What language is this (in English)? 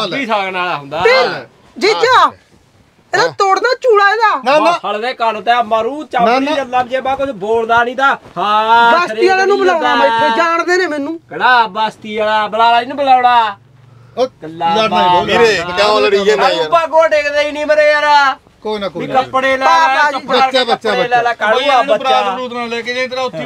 Punjabi